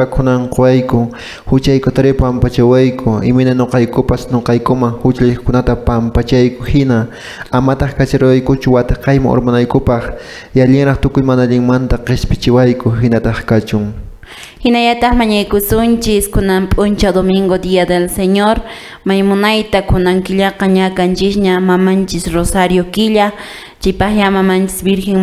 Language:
Quechua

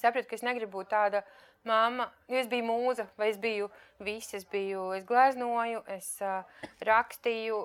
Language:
Latvian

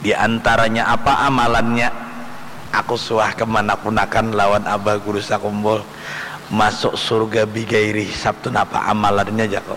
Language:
Banjar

